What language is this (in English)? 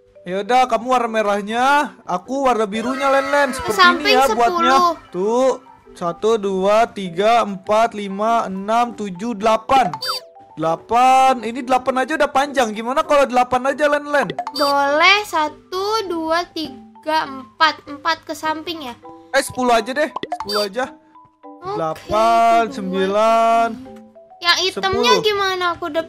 Indonesian